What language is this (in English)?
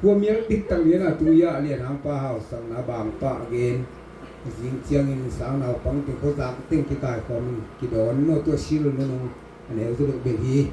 Tedim Chin